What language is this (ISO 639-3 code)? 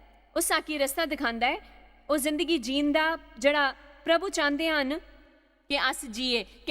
doi